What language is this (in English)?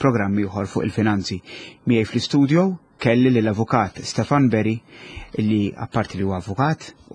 Maltese